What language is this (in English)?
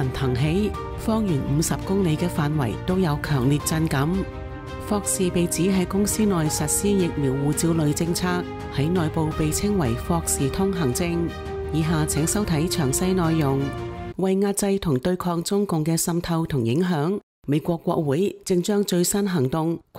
Cantonese